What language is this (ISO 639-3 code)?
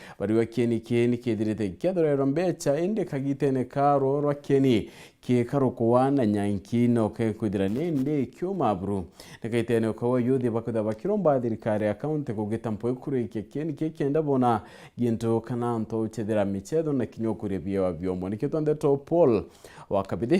mer